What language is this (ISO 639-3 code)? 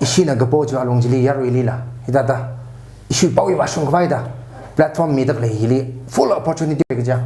nmf